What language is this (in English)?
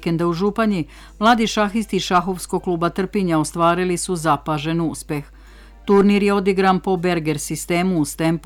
Serbian